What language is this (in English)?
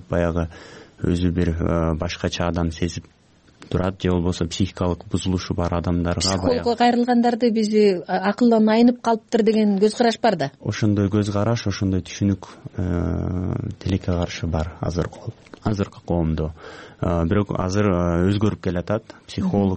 Kyrgyz